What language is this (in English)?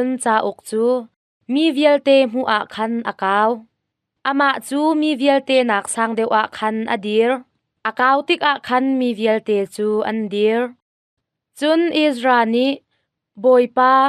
Hakha Chin